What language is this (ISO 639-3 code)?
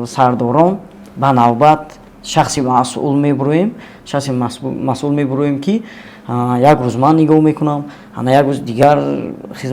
tgk